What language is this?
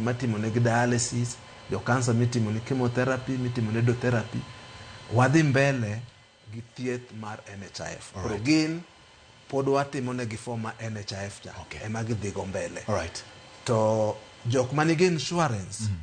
Luo (Kenya and Tanzania)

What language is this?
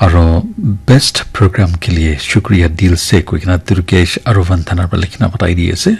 Naga Pidgin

